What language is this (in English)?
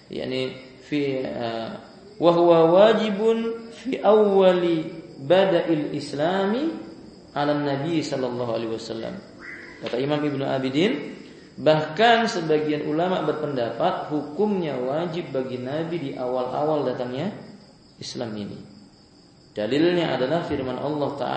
Indonesian